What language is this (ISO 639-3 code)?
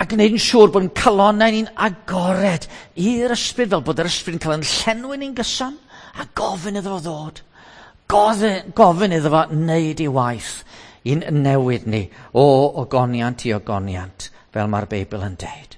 cym